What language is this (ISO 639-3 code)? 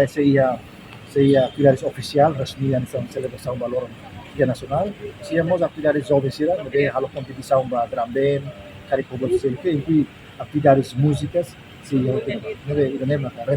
tet